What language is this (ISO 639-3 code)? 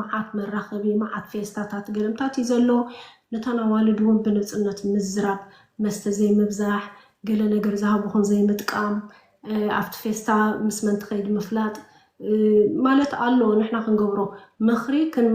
tir